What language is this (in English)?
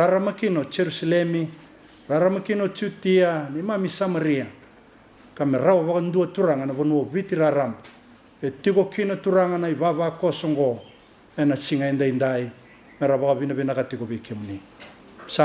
Fijian